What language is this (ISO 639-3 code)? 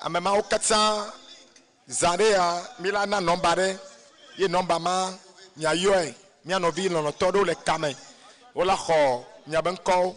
ewe